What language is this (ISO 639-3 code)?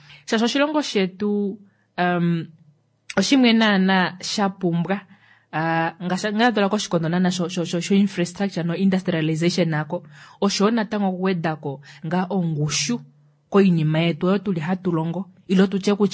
kua